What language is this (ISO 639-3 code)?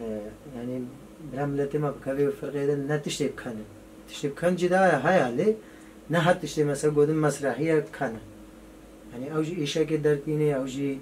kur